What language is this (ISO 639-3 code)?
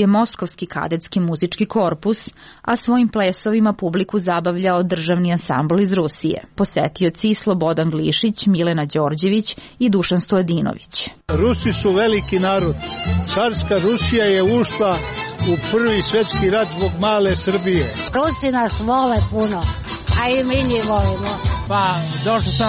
srp